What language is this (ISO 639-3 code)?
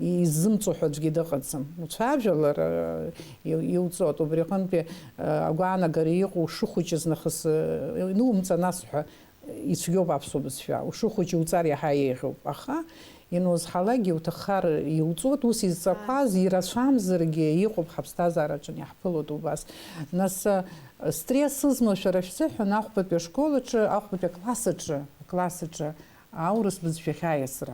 abk